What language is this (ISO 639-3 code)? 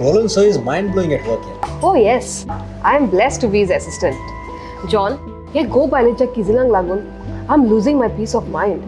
kok